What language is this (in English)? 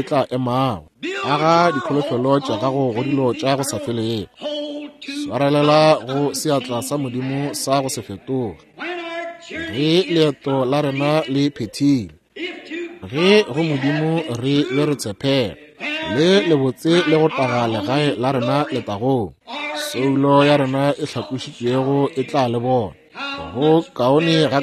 Northern Sotho